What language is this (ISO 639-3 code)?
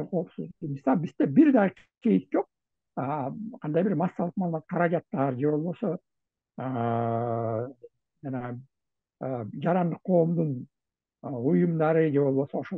kir